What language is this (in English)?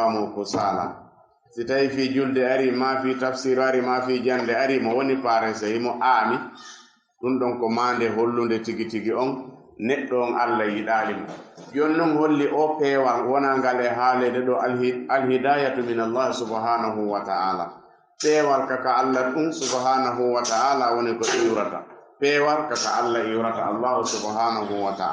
Fula